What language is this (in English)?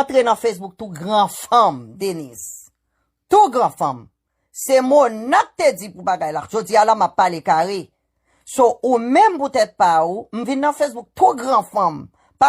Haitian Creole